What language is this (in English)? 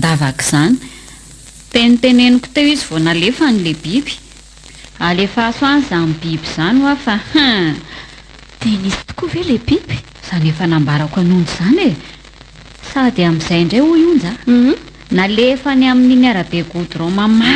Malagasy